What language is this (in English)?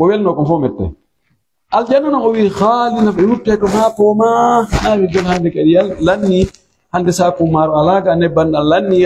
Pular